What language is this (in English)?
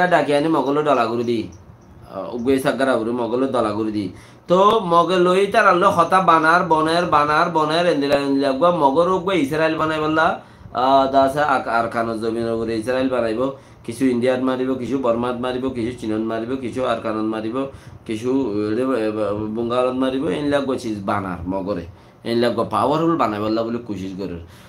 Rohingya